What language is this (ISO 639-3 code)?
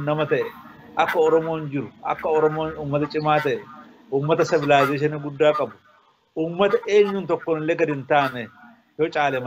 orm